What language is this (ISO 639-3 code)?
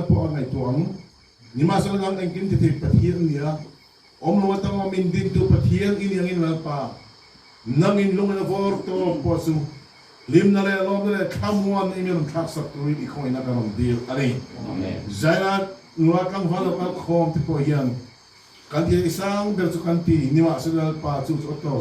lus